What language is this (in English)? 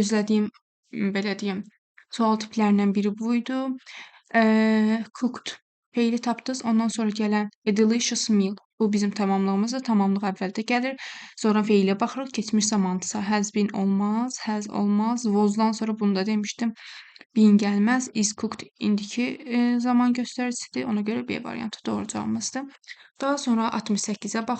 Azerbaijani